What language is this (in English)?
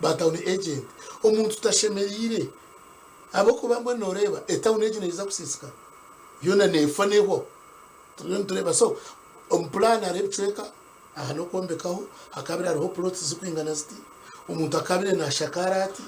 Nyankole